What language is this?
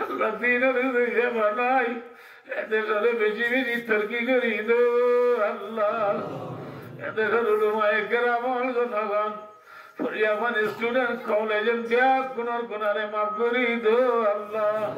Rohingya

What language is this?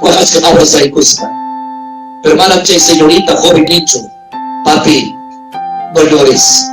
Ayacucho Quechua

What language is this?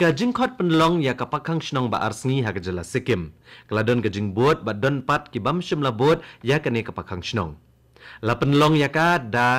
Khasi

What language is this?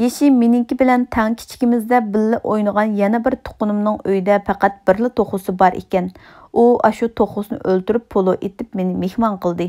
Uyghur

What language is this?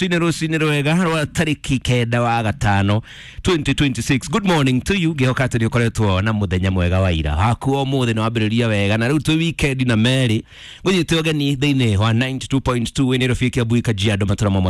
Kikuyu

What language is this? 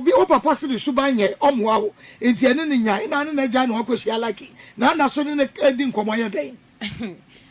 Akan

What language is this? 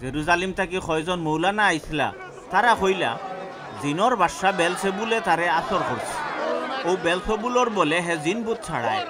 Sylheti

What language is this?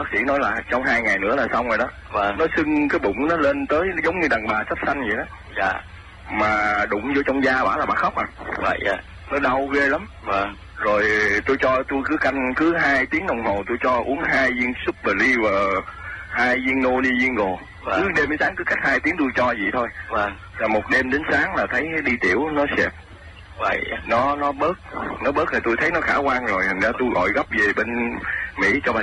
Vietnamese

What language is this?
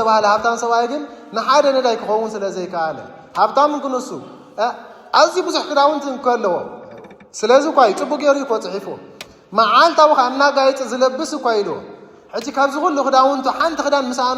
Tigrinya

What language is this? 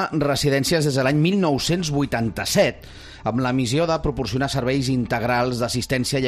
Catalan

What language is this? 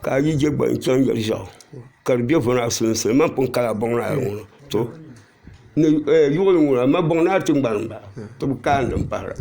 Dagbani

